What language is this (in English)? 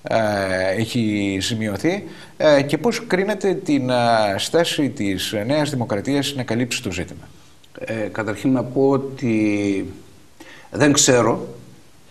Greek